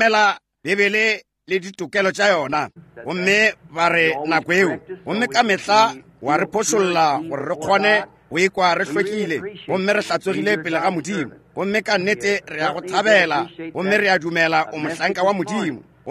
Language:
Northern Sotho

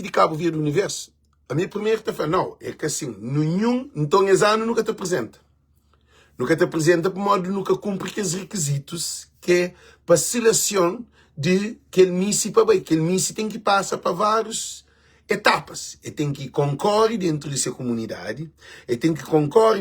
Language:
Kabuverdianu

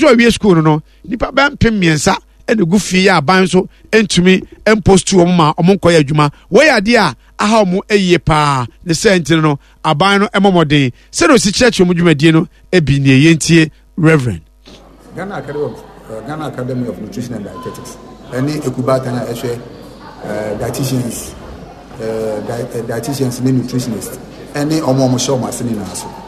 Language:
Akan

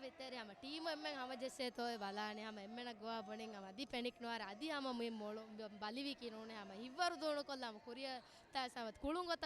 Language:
Divehi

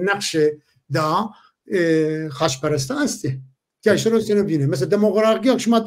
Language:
Zaza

